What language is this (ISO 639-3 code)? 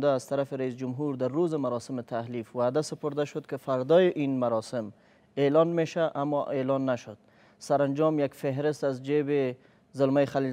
fas